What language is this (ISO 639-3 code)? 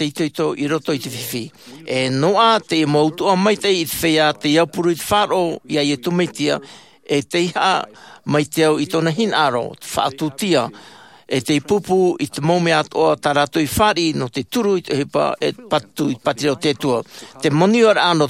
tah